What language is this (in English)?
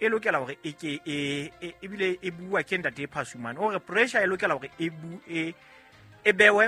Southern Sotho